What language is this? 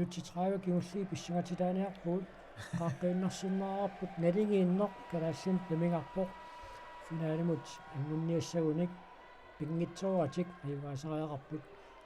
Kalaallisut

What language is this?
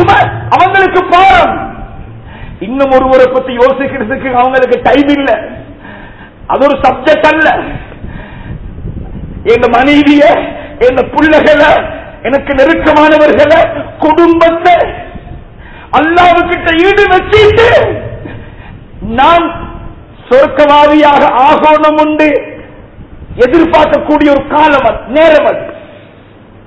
Tamil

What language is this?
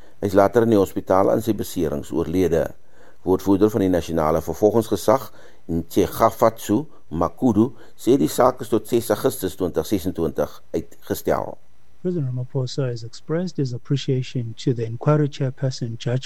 Afrikaans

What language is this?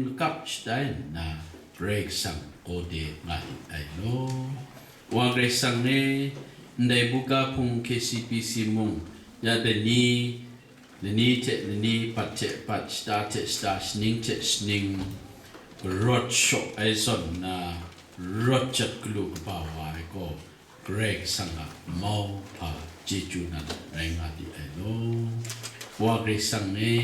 Kachin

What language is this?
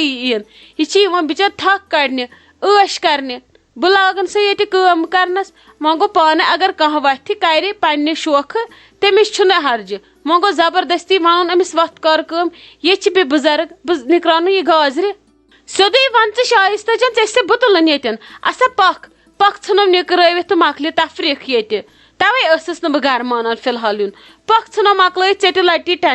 Kashmiri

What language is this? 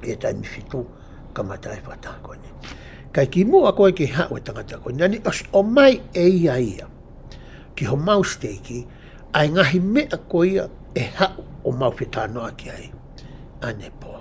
Tongan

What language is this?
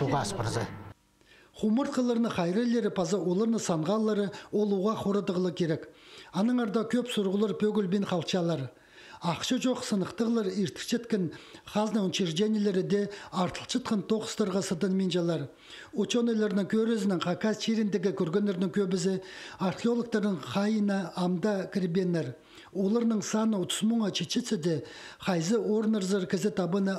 Khakas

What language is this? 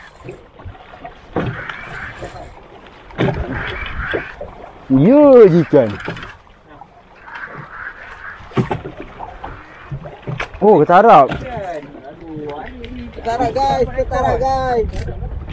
Malay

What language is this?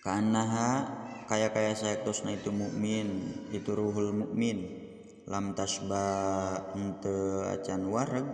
Sundanese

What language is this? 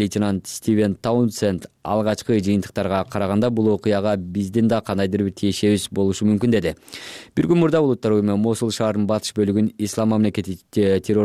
Kyrgyz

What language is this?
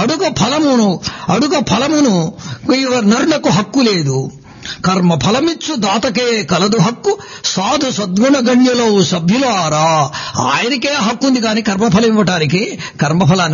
Telugu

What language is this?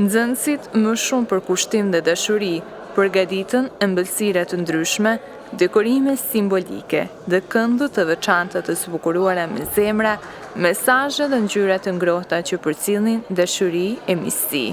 Albanian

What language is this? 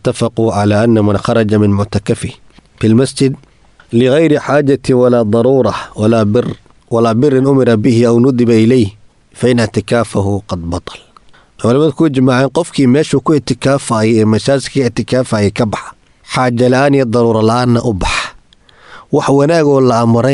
Somali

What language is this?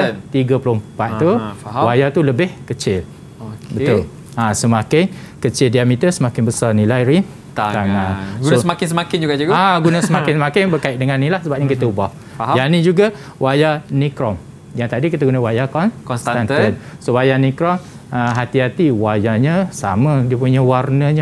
Malay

